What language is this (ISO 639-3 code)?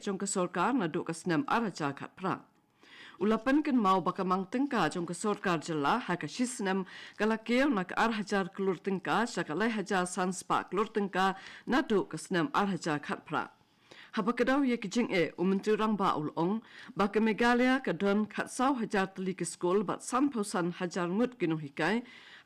kha